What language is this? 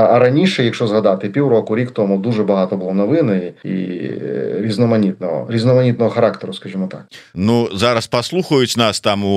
Belarusian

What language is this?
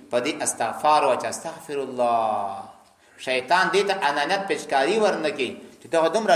Pashto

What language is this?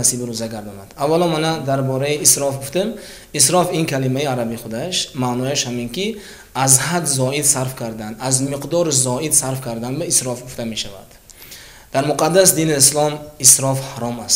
Tajik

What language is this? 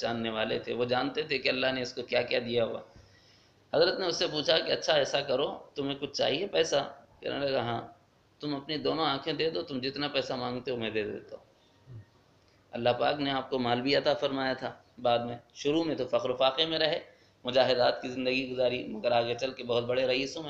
Urdu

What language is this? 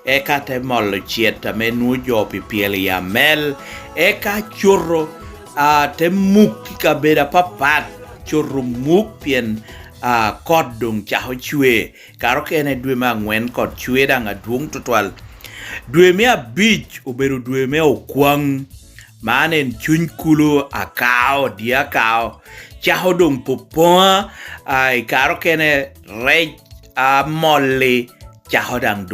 Lango (Uganda)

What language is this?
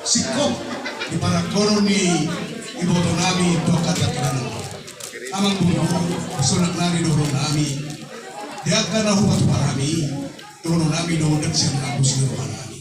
Batak Toba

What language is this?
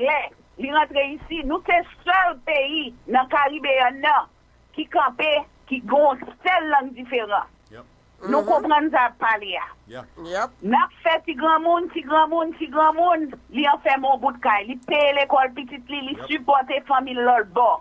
Haitian Creole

